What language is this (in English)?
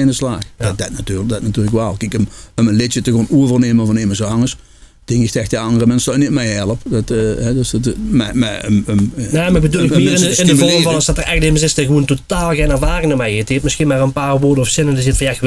Limburgish